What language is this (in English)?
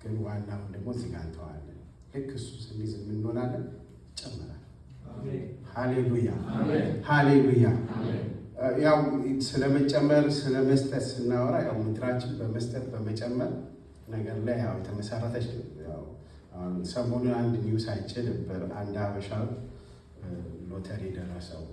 Amharic